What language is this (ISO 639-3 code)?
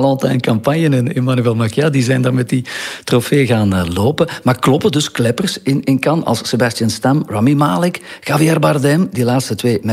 nld